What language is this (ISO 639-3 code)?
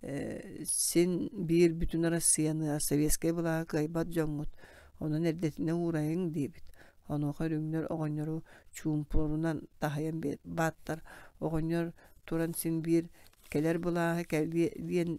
sah